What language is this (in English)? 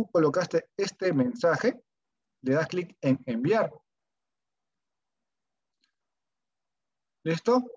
Spanish